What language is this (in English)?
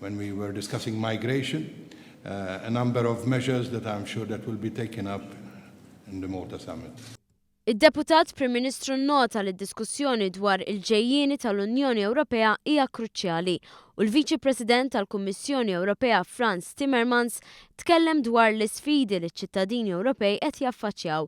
Maltese